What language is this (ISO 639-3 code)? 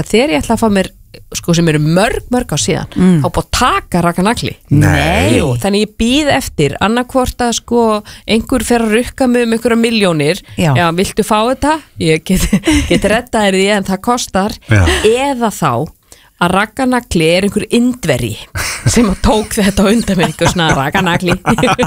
isl